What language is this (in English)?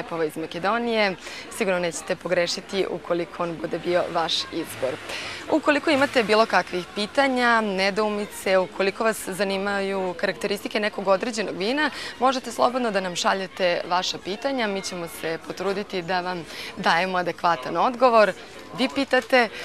Serbian